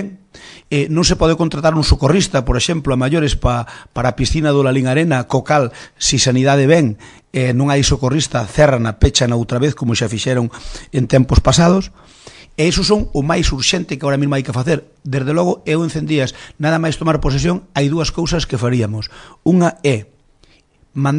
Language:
Galician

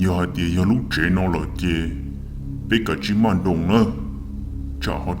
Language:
Hmong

